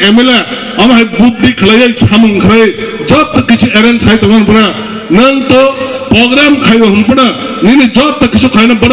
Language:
Kok Borok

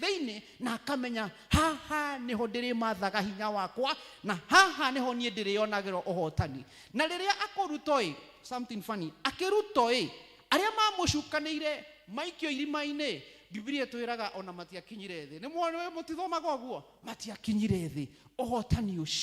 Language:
Kikuyu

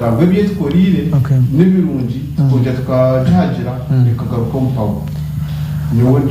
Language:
Nyankole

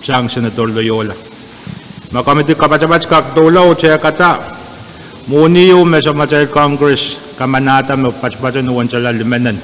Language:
Pohnpeian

